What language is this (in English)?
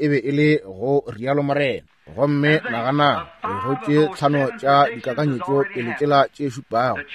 Northern Sotho